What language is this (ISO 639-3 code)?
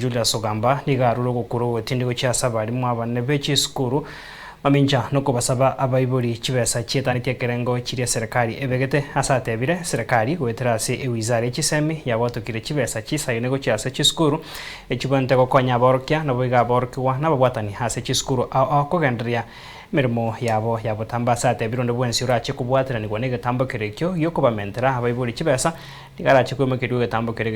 guz